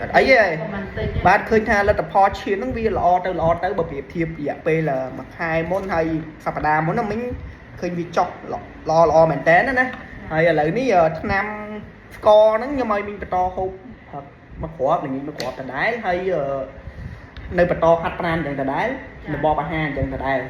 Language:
Khmer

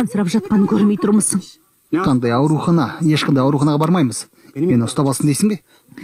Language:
Kazakh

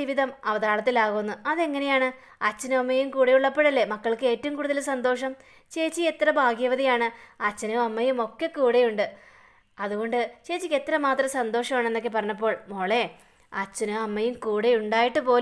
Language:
Malayalam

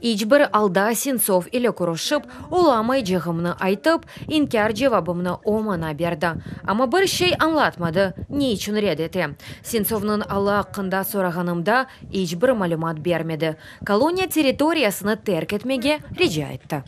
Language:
Crimean Tatar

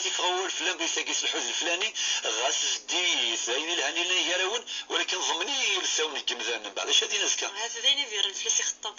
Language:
Kabyle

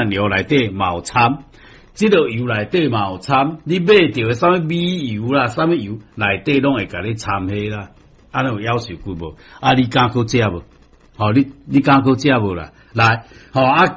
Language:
Min Nan Chinese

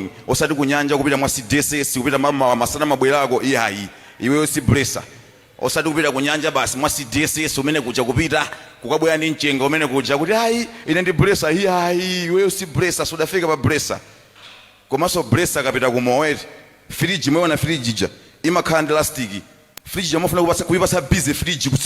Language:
Nyanja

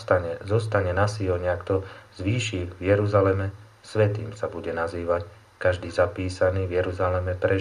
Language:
Slovak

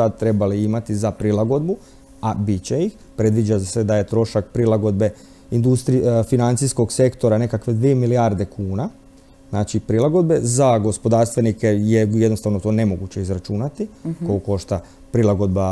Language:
Croatian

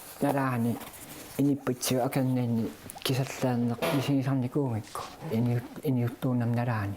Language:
Kalaallisut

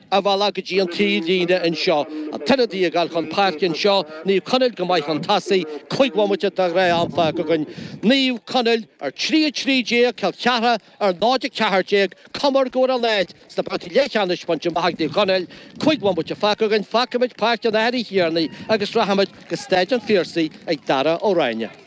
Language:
Irish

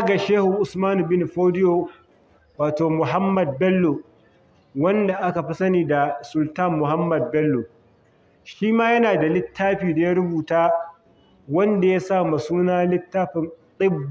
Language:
Hausa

